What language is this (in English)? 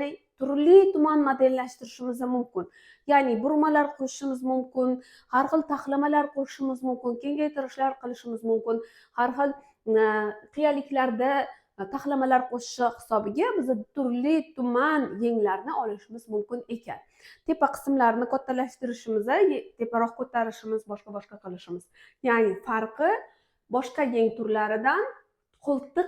Uzbek